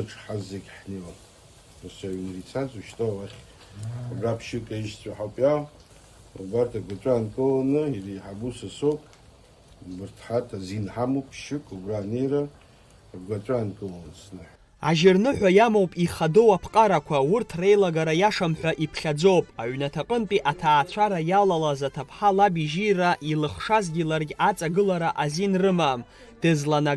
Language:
Abkhazian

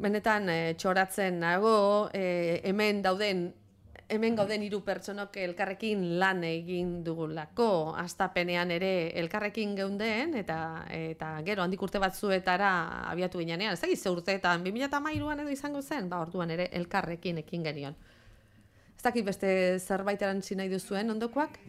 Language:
Basque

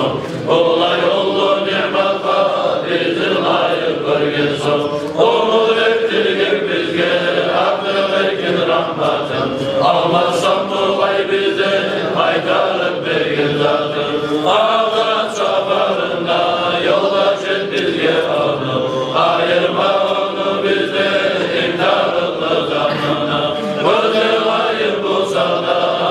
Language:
Kumyk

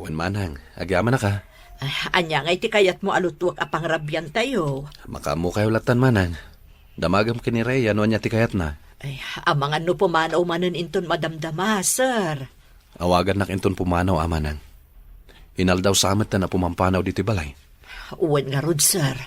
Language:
Iloko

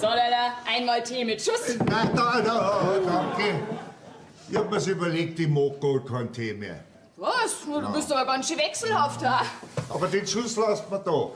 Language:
Bavarian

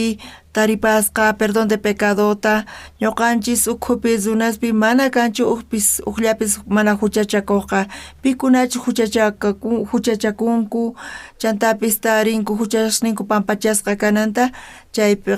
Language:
South Bolivian Quechua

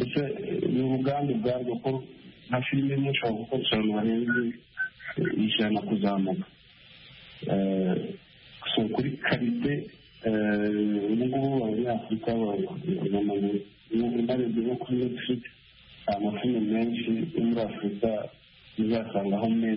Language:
Kinyarwanda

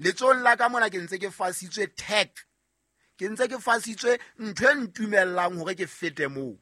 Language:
Southern Sotho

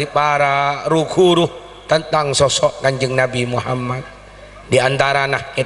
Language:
Madurese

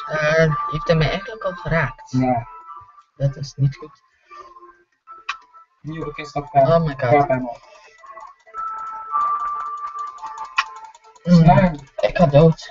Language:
Dutch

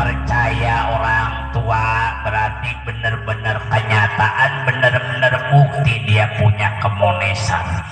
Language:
Betawi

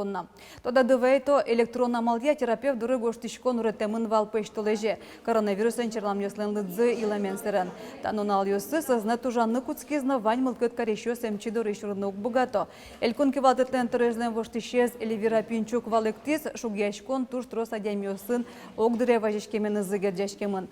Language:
Udmurt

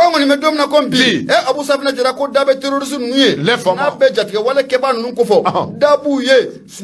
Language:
Bambara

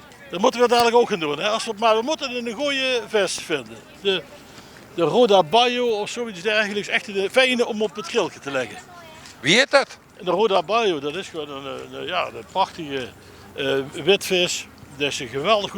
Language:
Limburgish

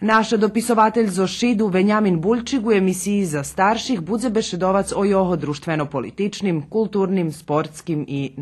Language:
Rusyn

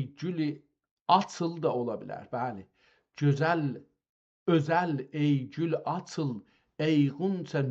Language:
South Azerbaijani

